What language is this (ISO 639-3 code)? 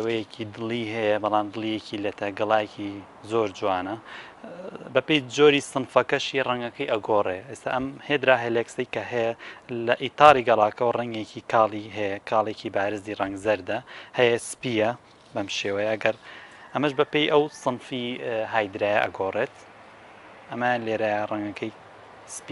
ckb